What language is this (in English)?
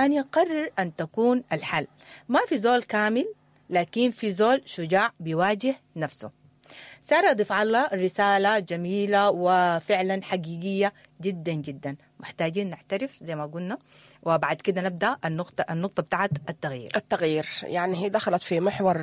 Sudanese Arabic